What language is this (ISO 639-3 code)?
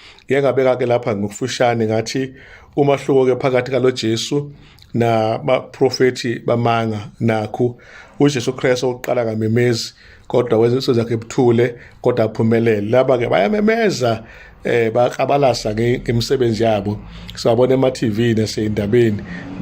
zul